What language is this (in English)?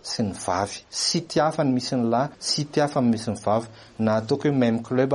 Malagasy